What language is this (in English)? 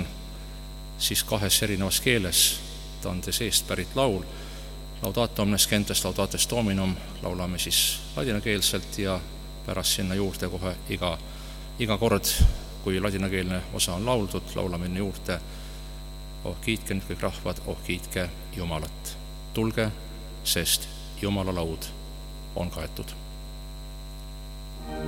Estonian